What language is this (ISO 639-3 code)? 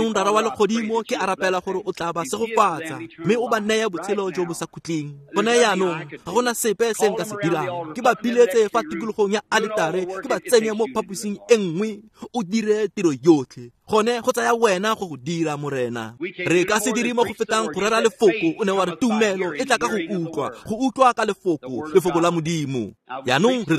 tsn